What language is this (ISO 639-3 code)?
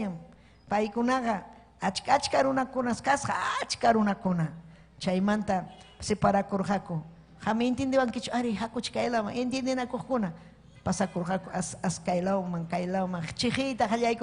quy